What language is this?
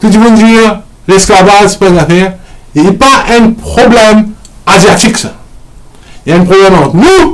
Morisyen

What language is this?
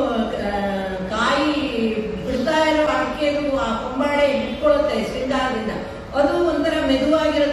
Kannada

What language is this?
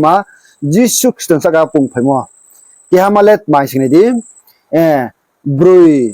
Riang (India)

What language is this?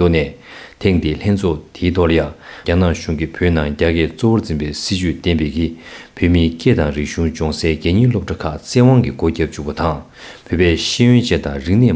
Tibetan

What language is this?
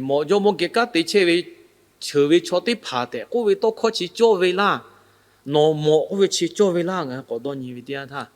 Lahu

